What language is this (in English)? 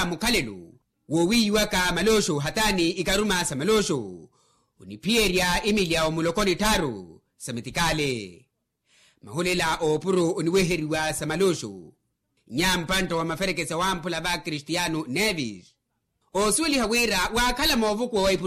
Makhuwa